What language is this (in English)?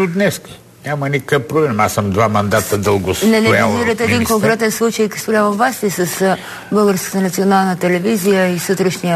Bulgarian